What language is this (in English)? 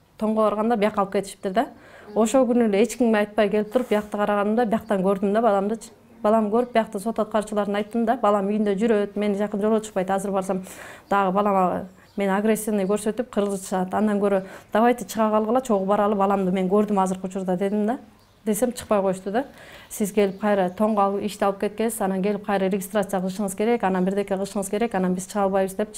Kyrgyz